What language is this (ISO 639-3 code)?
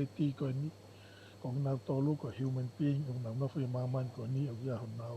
ton